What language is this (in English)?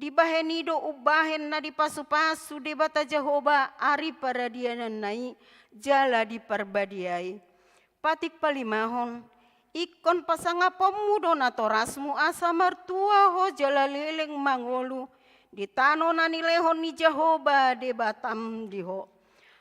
Batak Toba